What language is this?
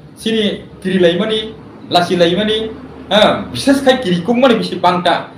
Kok Borok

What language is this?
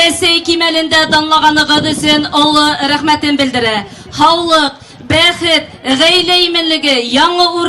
Bashkir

